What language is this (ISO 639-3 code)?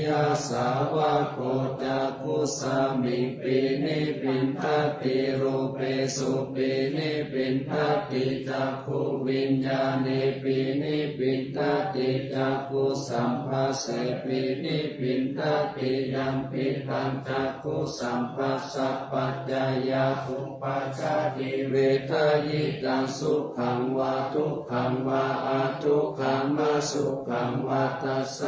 pli